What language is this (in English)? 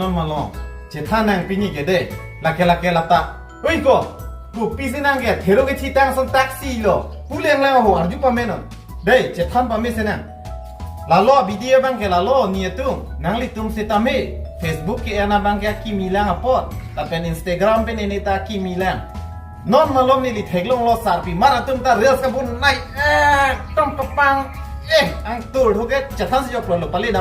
Karbi